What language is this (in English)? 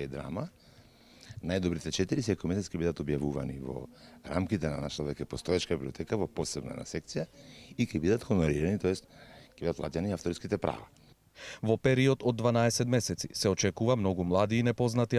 Macedonian